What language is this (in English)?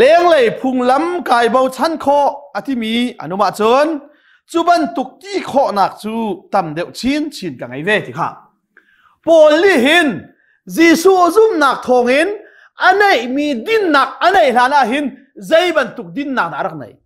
Hakha Chin